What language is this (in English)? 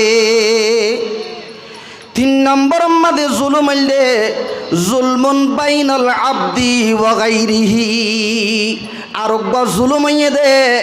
Rohingya